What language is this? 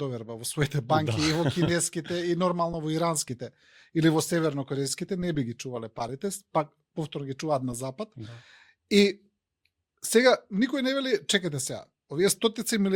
Macedonian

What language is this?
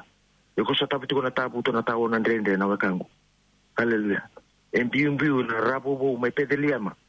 Fijian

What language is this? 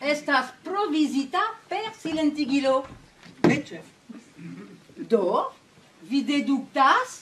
Esperanto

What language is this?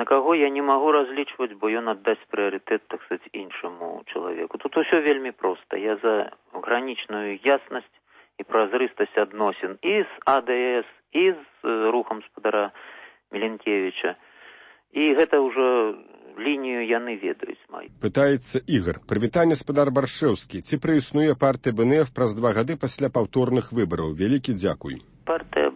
Belarusian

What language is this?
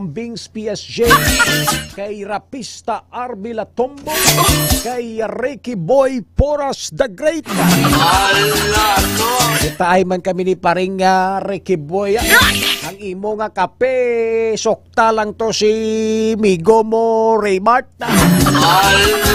Hiligaynon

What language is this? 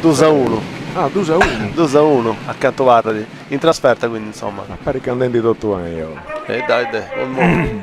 Sardinian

